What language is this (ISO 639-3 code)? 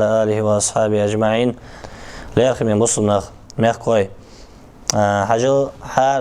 inh